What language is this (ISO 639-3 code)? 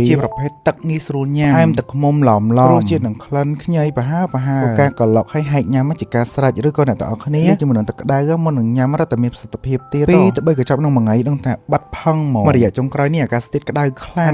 khm